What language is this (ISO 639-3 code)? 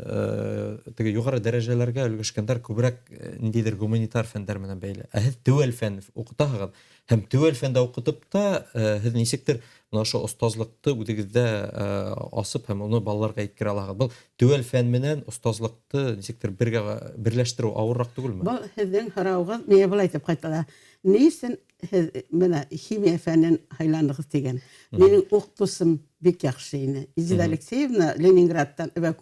bak